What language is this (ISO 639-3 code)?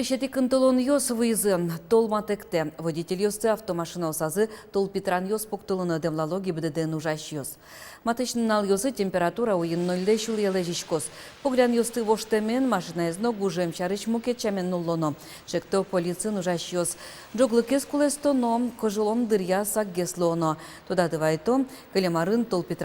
udm